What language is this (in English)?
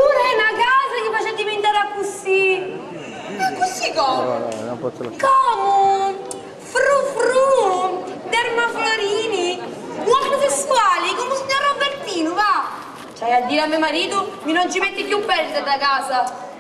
Sicilian